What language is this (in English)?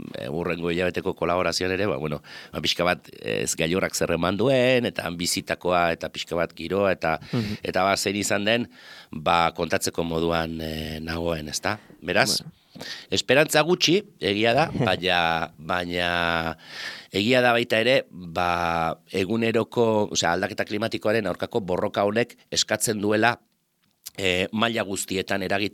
Basque